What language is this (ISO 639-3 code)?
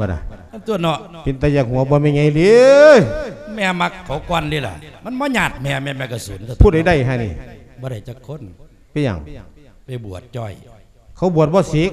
lao